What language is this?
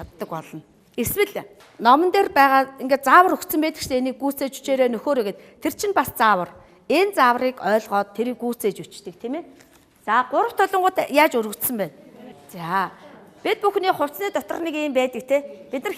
Mongolian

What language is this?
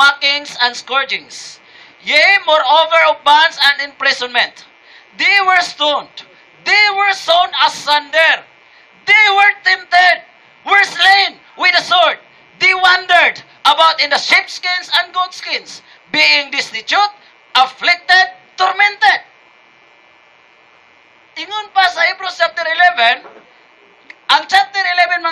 Cebuano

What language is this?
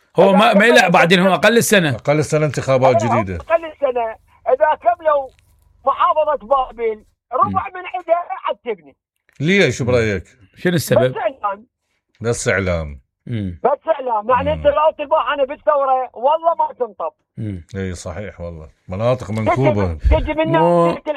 Mesopotamian Arabic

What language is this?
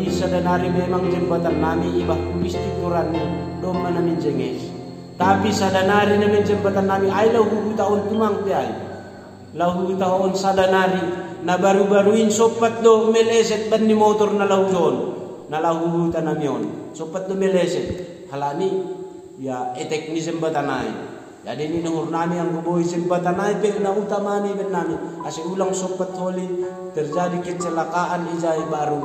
Batak Simalungun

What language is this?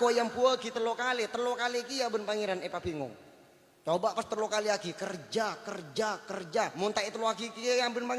Madurese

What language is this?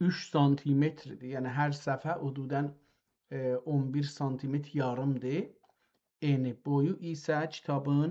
South Azerbaijani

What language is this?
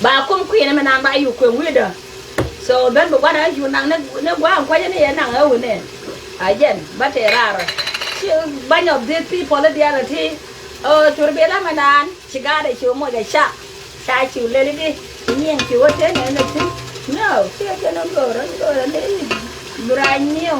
Nuer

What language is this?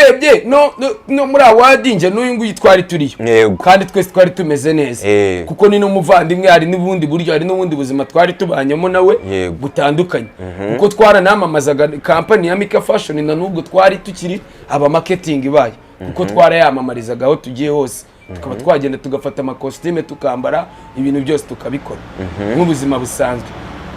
Kinyarwanda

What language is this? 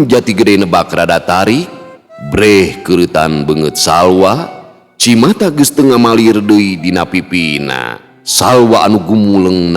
Sundanese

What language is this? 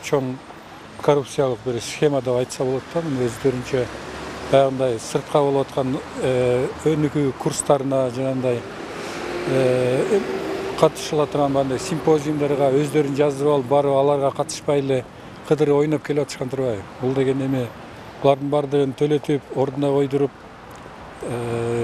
Kyrgyz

